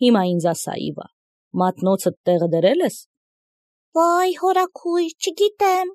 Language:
Armenian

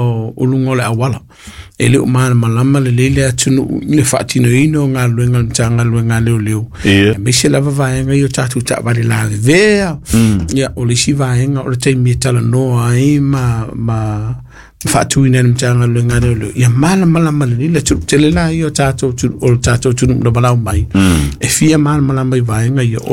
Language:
Samoan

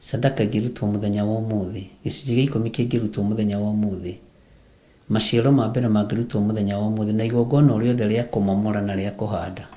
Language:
Kikuyu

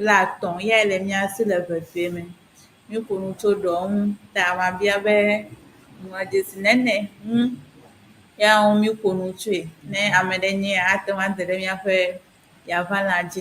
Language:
Ewe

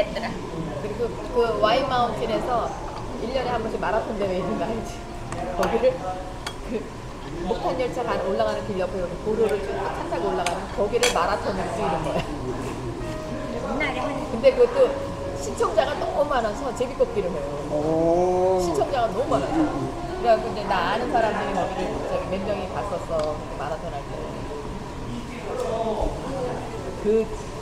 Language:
Korean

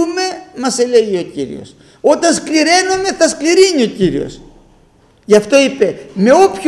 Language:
Greek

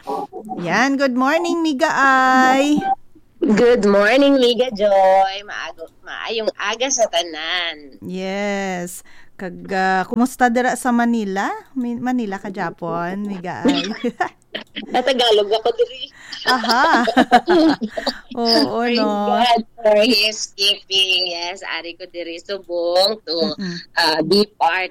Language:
Hiligaynon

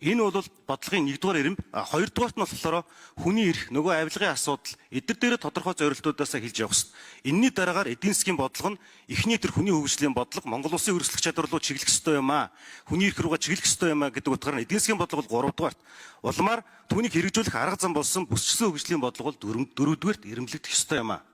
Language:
Mongolian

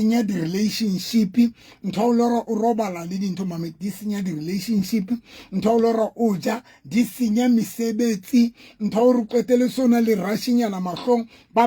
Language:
Southern Sotho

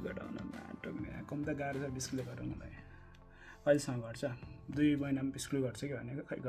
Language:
Nepali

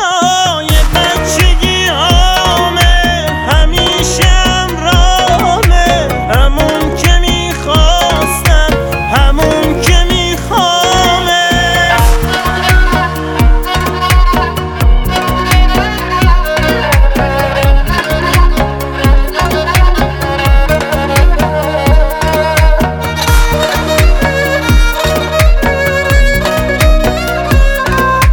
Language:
Persian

